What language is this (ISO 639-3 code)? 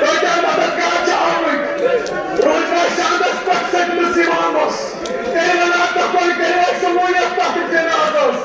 kas